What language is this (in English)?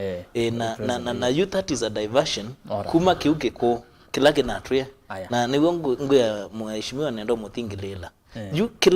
Kamba